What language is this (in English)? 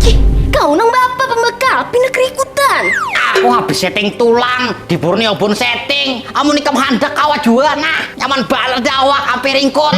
Banjar